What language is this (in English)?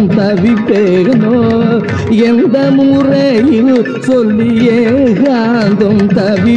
Tamil